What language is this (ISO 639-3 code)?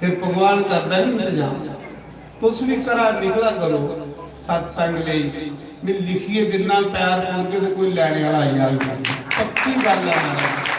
doi